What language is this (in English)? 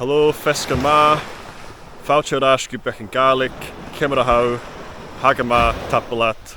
Scottish Gaelic